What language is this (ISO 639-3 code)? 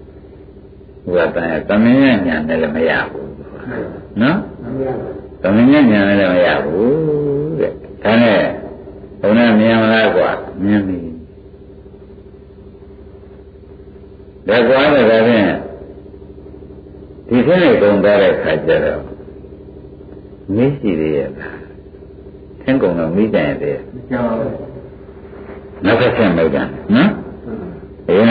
mya